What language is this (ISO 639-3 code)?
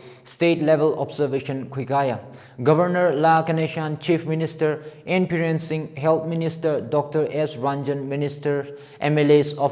nmf